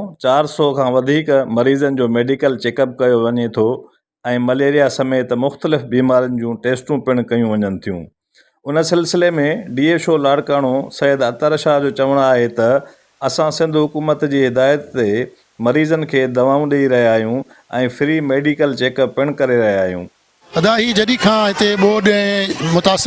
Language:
Sindhi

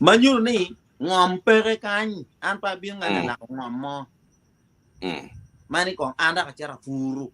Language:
Acoli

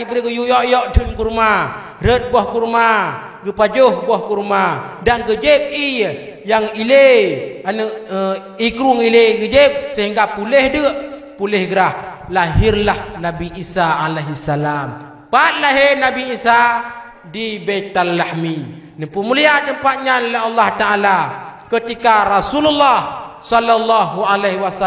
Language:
Achinese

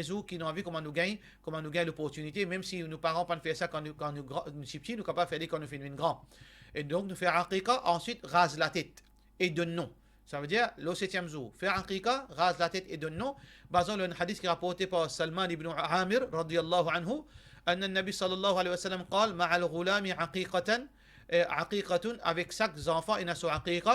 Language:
Morisyen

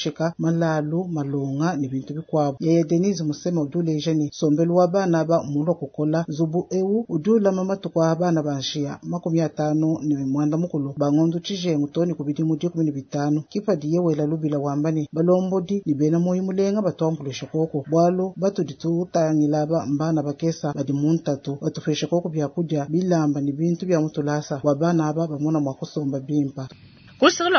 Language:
Luba-Lulua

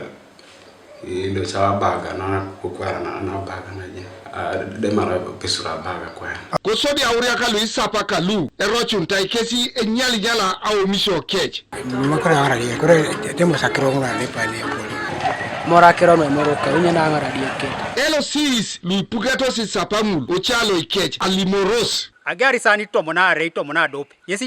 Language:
Teso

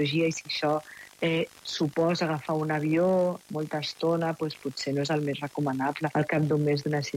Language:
Catalan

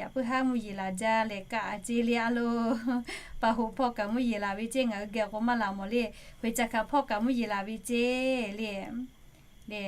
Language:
Lahu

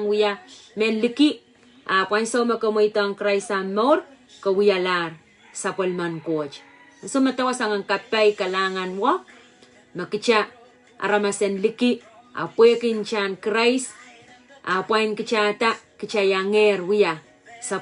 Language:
Pohnpeian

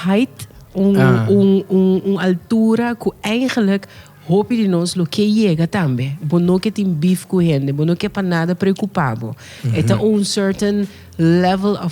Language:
Papiamento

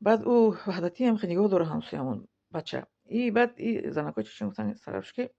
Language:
Tajik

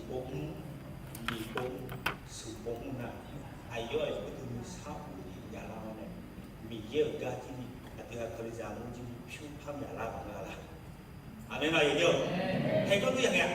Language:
Akha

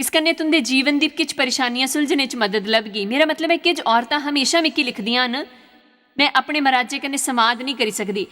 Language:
Dogri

